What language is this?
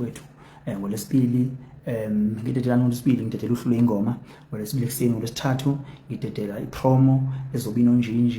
Zulu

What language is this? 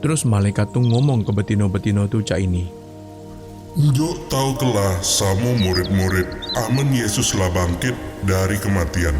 Musi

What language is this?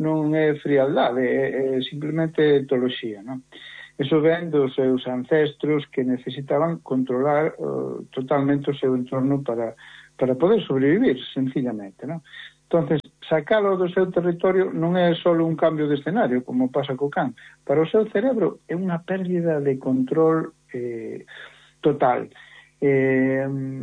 Galician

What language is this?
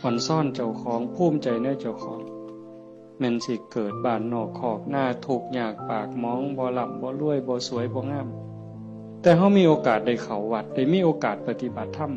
Northeastern Thai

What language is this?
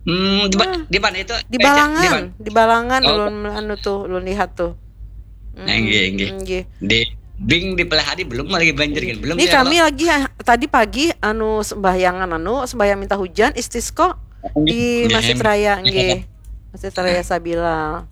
Banjar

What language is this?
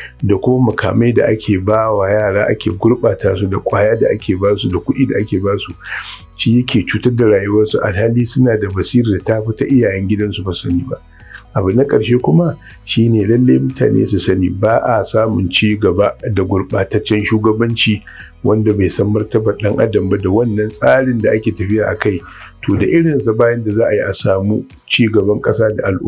Hausa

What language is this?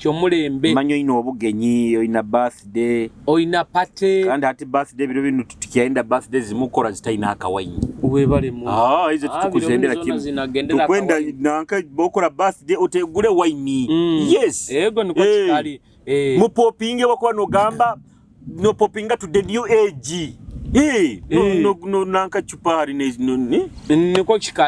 Nyoro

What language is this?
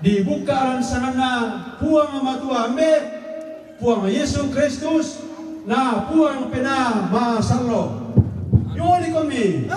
Toraja-Sa'dan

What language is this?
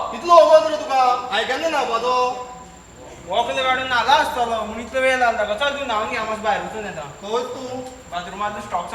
Konkani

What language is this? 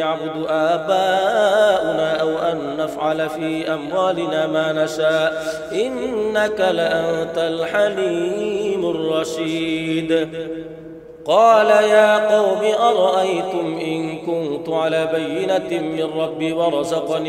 Arabic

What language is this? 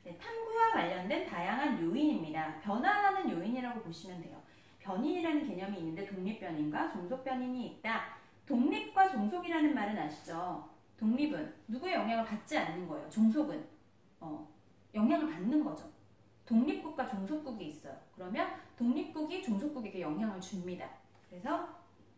Korean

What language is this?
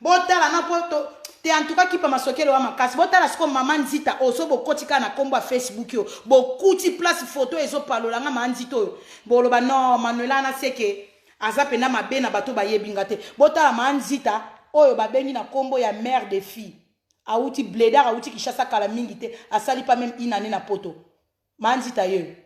Lingala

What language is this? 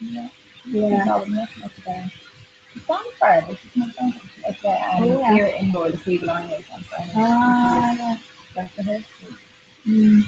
Irish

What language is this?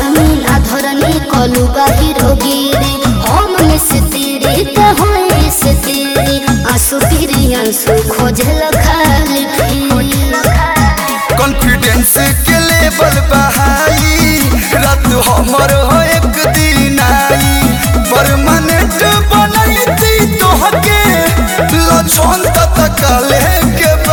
Bhojpuri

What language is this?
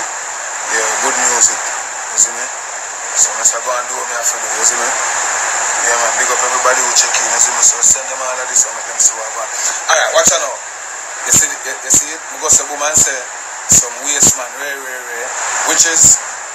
Jamaican Creole English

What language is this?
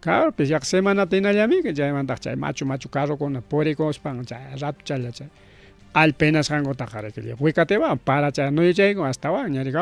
Ayacucho Quechua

